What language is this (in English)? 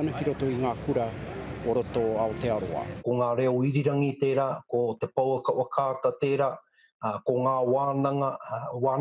Māori